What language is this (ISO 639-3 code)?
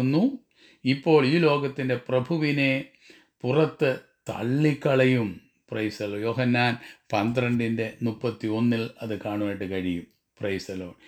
mal